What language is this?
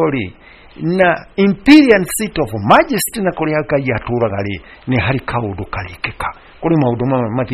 Kikuyu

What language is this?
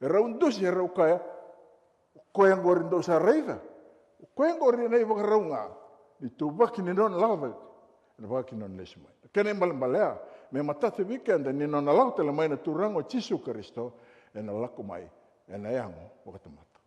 Fijian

